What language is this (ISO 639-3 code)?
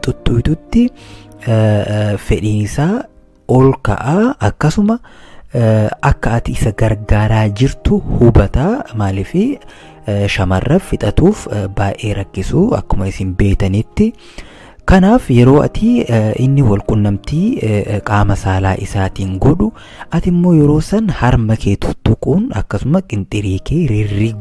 orm